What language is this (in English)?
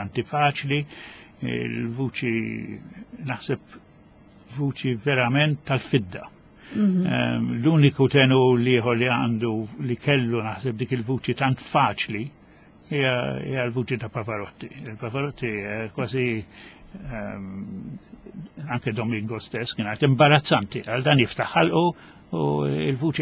Maltese